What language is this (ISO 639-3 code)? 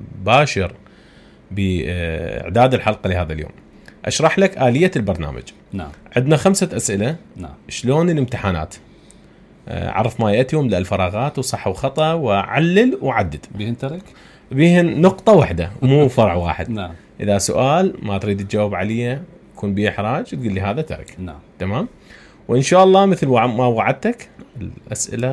acm